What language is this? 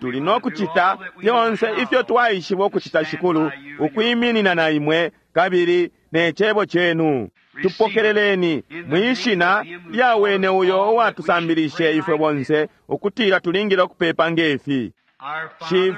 Bemba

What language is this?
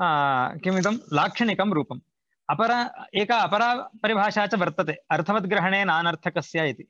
Sanskrit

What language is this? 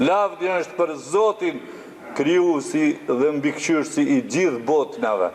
Albanian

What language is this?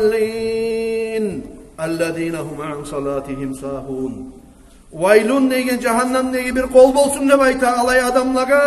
Kumyk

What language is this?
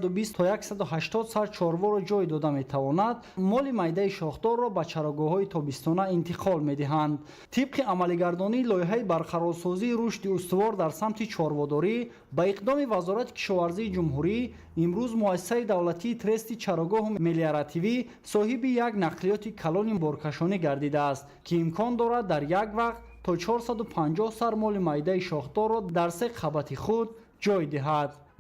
Tajik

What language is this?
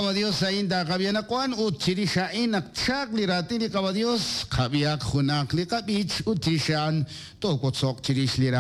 Kekchí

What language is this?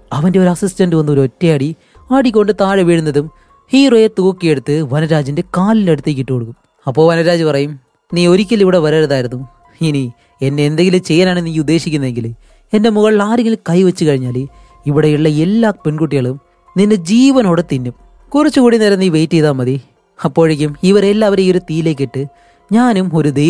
Malayalam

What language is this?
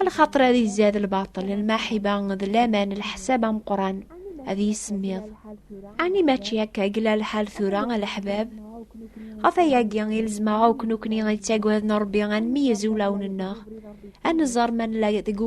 Kabyle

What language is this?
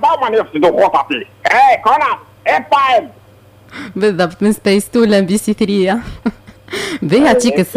Tunisian Arabic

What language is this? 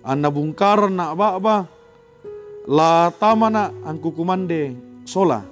Toraja-Sa'dan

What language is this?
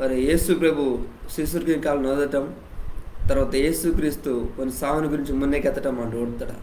Koya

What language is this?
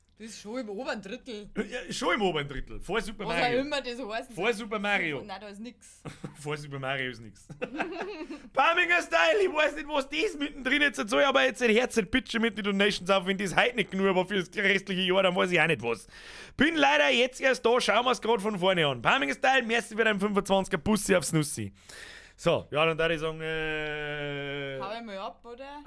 Bavarian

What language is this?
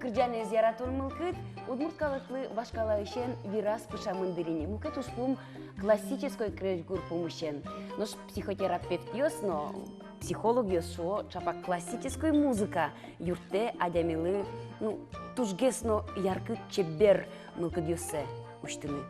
Udmurt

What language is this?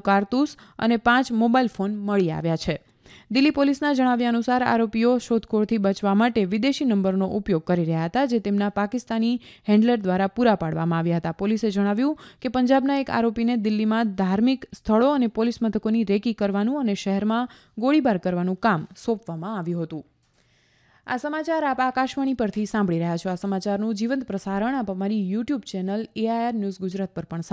Gujarati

